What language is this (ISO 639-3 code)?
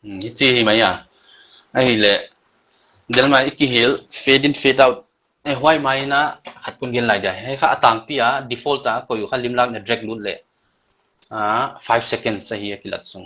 pck